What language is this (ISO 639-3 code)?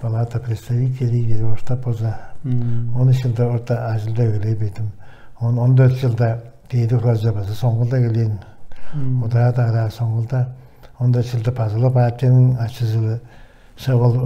tyv